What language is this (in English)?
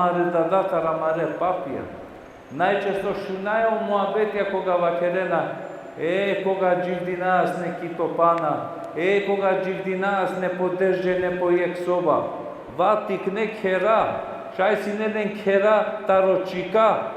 Balkan Romani